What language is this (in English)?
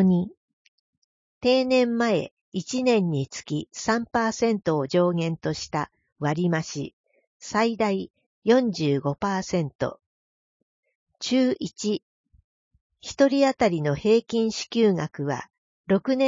Japanese